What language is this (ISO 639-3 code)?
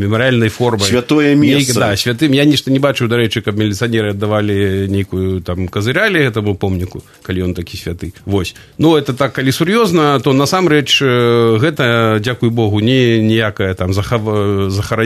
bel